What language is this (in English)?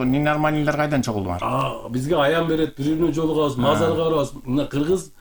Kyrgyz